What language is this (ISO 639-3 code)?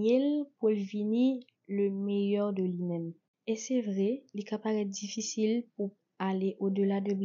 hat